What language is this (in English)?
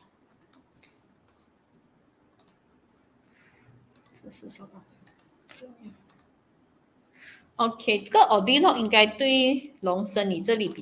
Chinese